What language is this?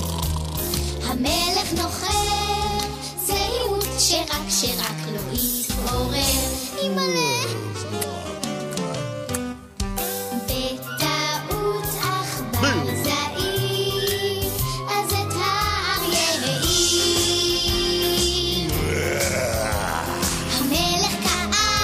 Hebrew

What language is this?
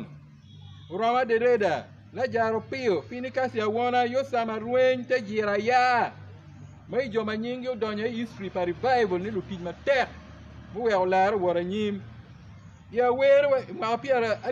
Acoli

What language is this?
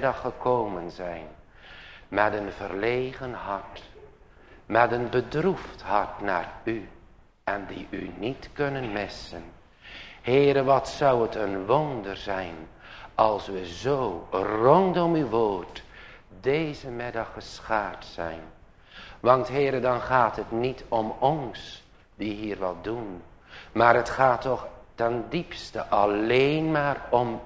Dutch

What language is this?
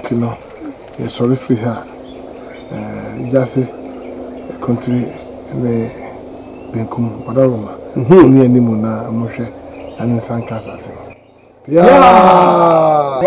Akan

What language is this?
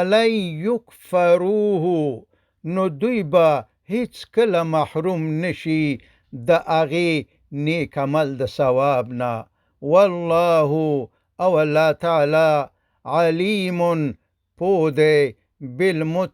Pashto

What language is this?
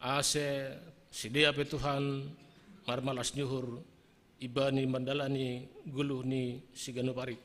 Batak Simalungun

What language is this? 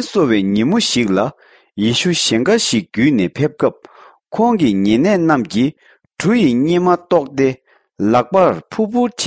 Tibetan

